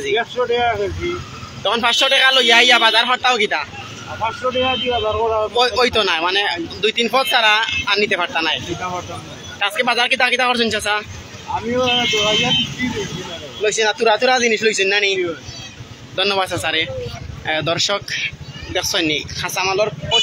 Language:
Sylheti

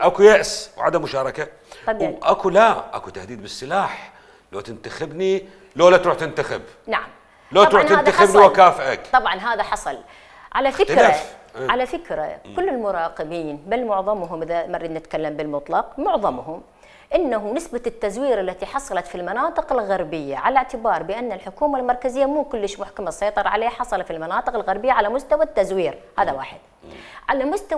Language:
Mesopotamian Arabic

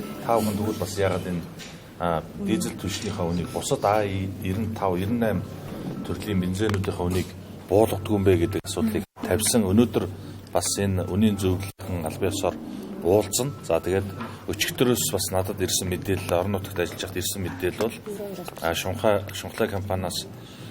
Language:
Mongolian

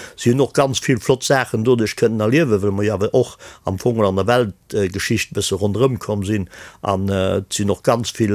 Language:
Luxembourgish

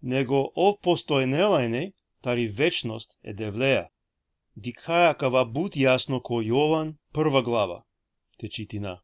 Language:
Balkan Romani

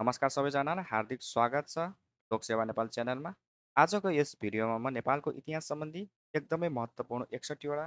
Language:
Nepali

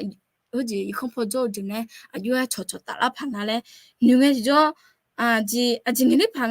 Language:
Akha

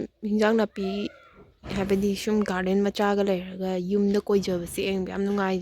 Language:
Manipuri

